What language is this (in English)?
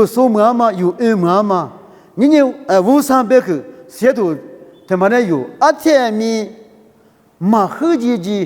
Lisu